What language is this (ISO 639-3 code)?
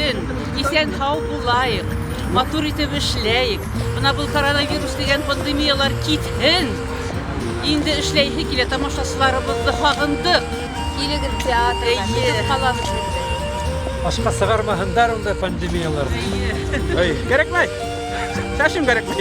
bak